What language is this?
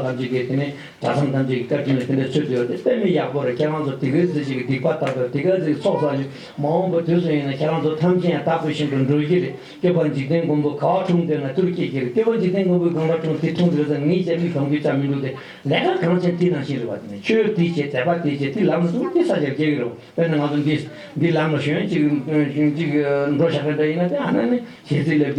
Tibetan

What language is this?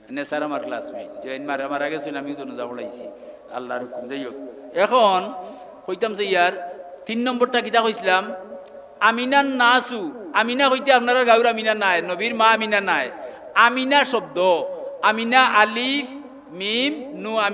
Sylheti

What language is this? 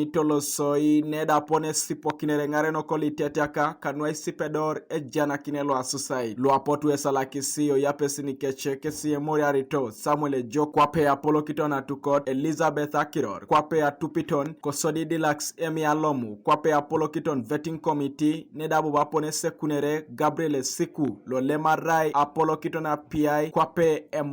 Teso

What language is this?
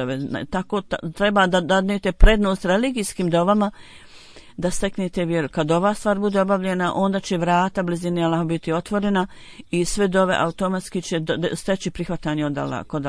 Bosnian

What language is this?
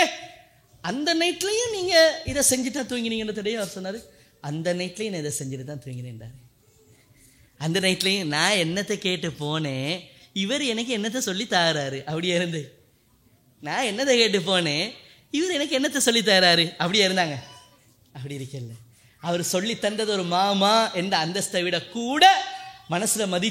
Tamil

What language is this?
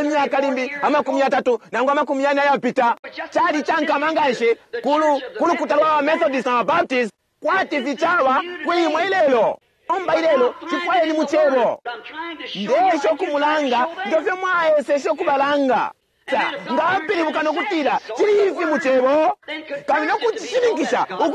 Bemba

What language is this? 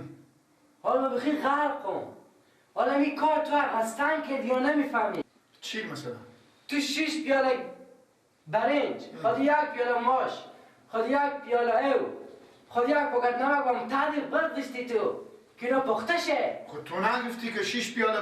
Persian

